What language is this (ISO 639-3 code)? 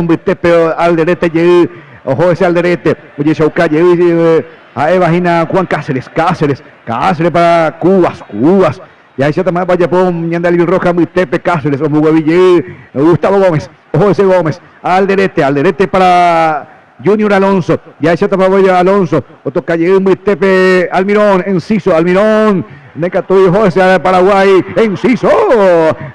grn